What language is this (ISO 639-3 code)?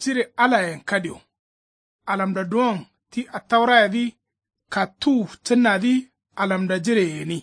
kau